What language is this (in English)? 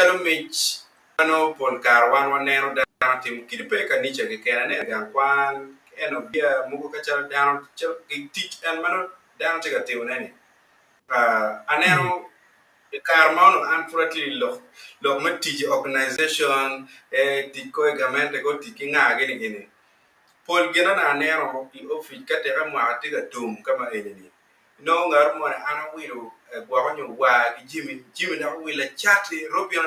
Acoli